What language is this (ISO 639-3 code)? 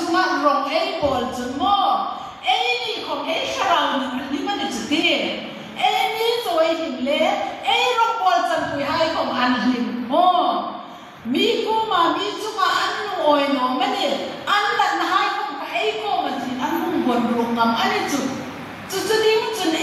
hmr